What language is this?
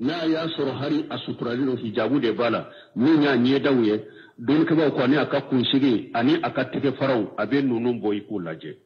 Bambara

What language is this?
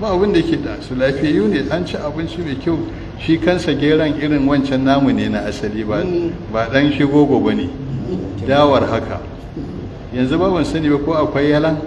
Hausa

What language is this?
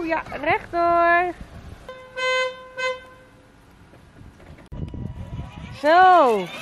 Dutch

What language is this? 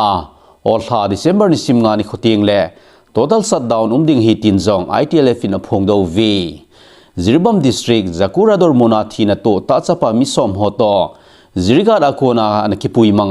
Thado Chin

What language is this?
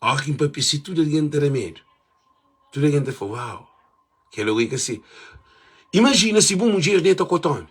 Kabuverdianu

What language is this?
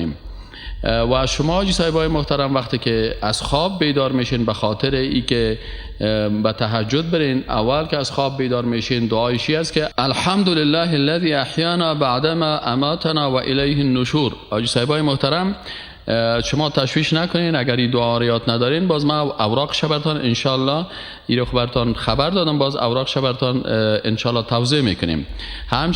Persian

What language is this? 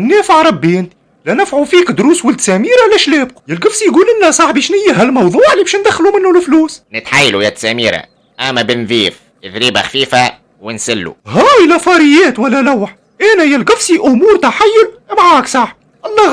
Tunisian Arabic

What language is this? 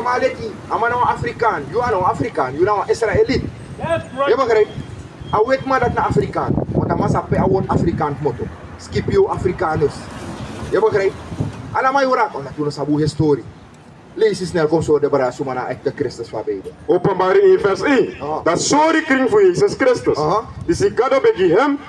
Sranan Tongo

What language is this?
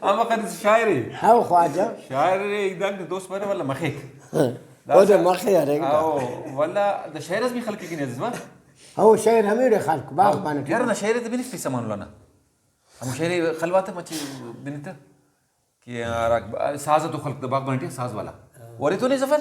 Brahui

